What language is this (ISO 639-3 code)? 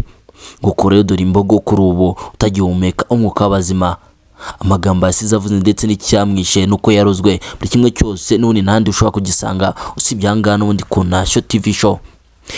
kin